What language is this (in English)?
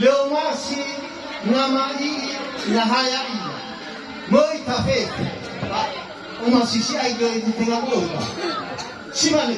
Nias